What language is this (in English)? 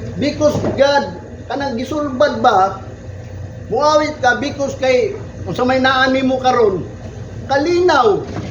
Cebuano